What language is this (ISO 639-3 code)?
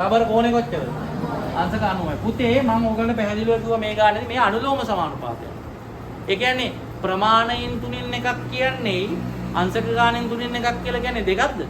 sin